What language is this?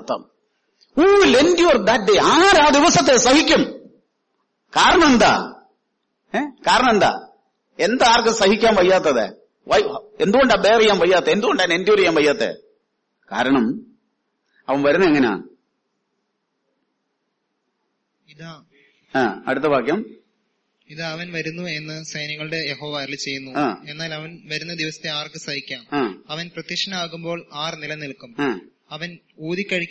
Malayalam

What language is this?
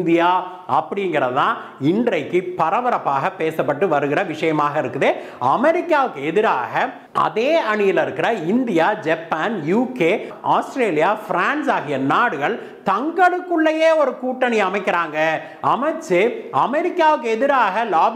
Tamil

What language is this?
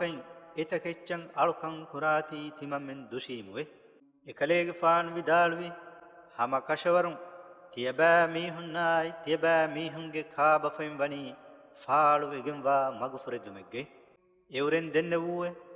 Divehi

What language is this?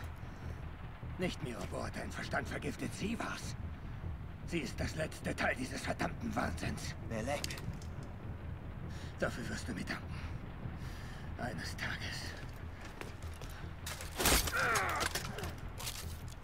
German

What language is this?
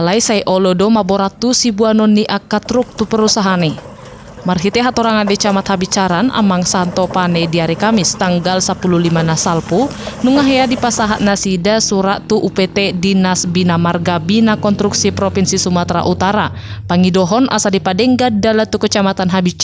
Batak Toba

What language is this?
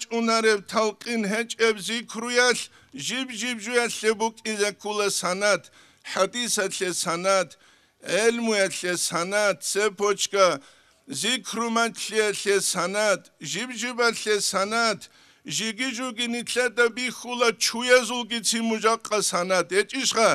Avaric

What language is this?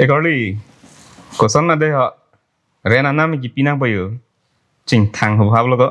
Karbi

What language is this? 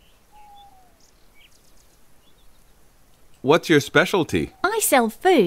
Turkish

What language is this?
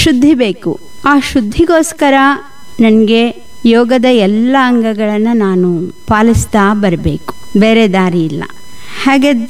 Kannada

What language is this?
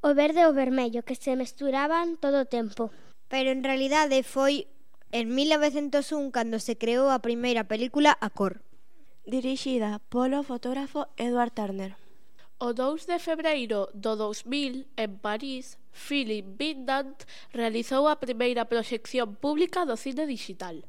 Galician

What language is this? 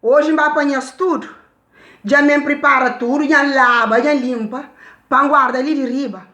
Kabuverdianu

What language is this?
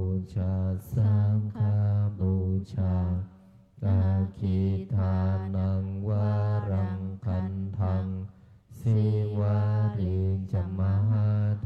Pali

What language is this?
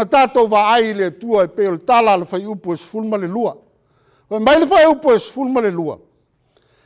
Samoan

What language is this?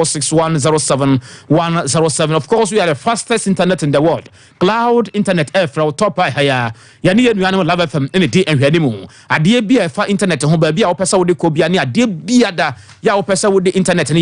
Akan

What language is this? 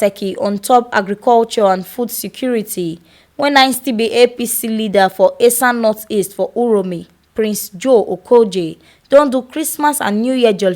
Nigerian Pidgin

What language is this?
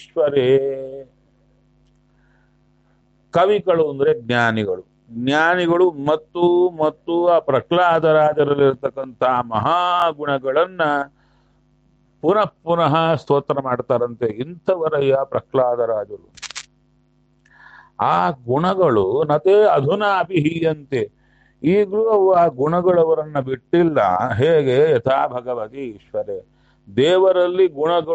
Kannada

